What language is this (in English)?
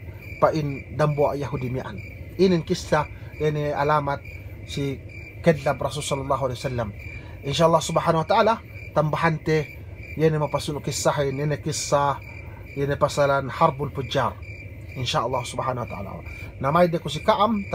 Yakan